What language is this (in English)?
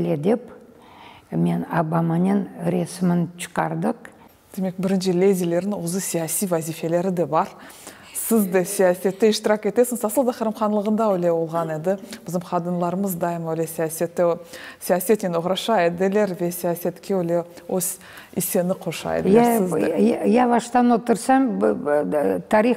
Crimean Tatar